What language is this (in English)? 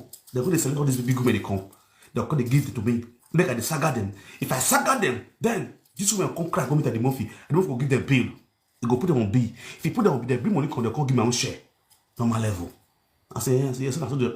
Nigerian Pidgin